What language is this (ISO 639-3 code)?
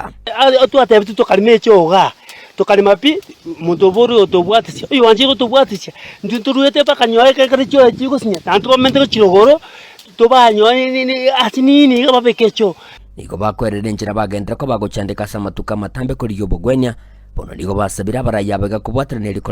guz